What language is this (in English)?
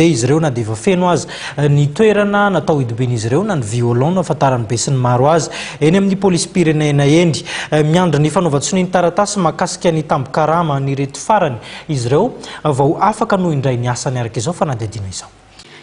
Malagasy